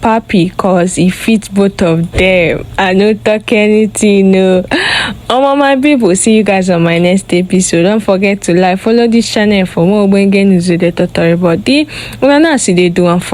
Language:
Nigerian Pidgin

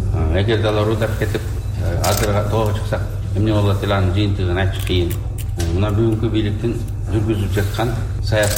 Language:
Kyrgyz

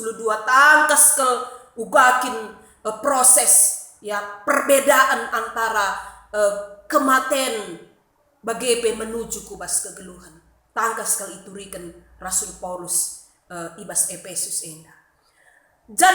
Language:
Batak Karo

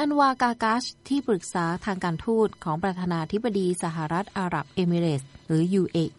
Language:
Thai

